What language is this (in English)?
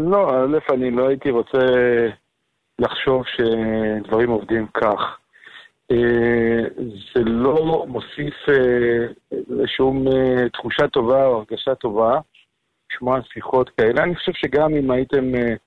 Hebrew